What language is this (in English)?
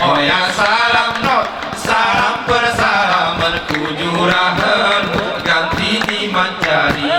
Gayo